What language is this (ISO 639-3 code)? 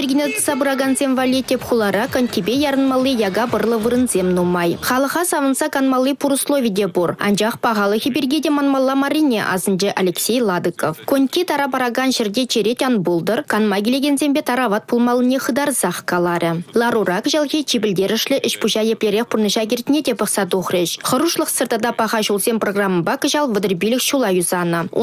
chv